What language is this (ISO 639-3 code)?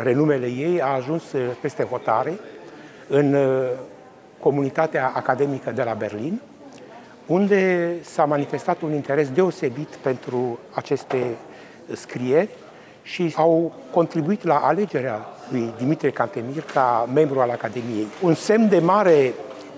ron